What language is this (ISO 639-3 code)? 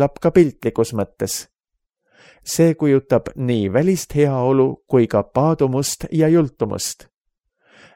est